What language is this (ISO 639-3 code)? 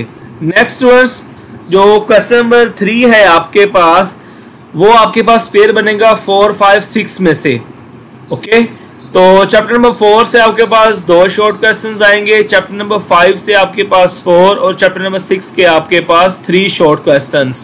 hin